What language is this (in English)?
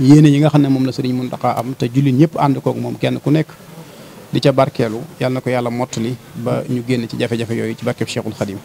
Wolof